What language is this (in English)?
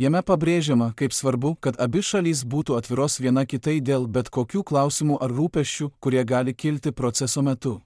Lithuanian